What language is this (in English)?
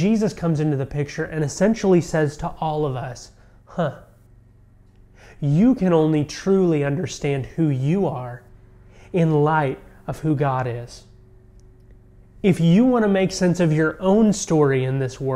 English